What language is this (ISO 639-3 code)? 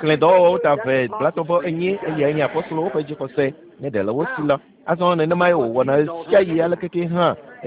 ewe